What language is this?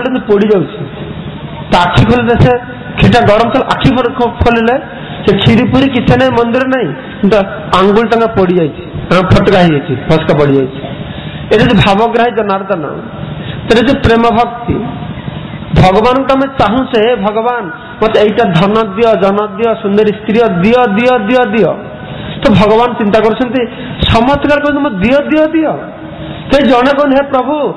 Odia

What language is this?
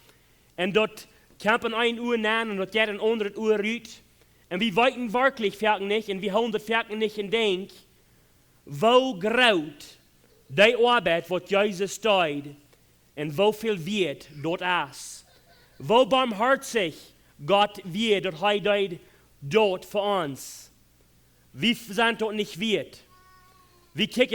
Plautdietsch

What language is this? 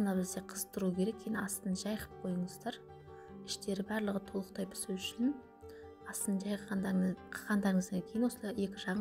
Kazakh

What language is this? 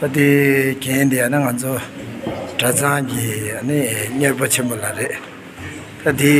Tibetan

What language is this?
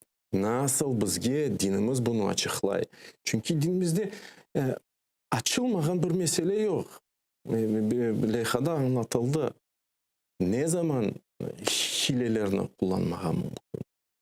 Crimean Tatar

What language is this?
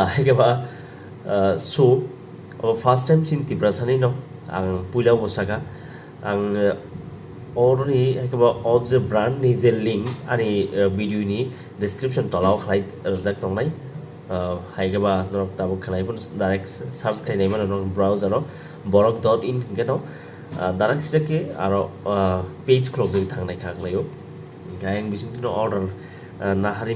Kok Borok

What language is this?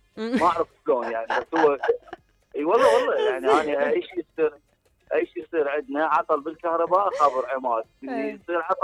Mesopotamian Arabic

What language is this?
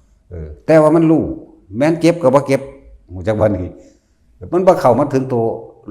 Northeastern Thai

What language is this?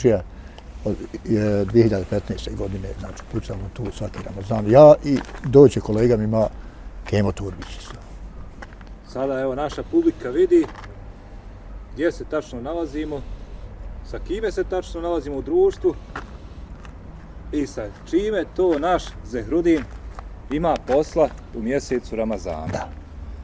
Bosnian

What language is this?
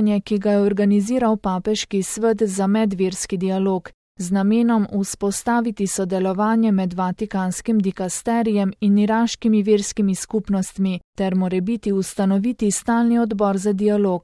Slovenian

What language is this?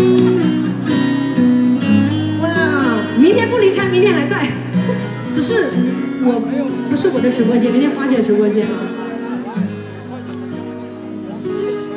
Chinese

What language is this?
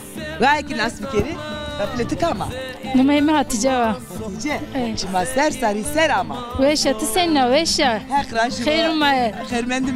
Zaza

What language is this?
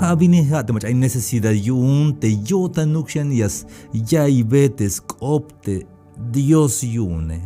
Tzeltal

